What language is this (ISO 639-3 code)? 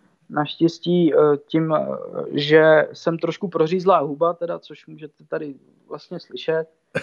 ces